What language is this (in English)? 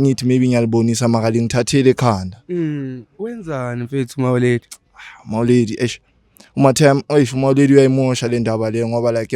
Zulu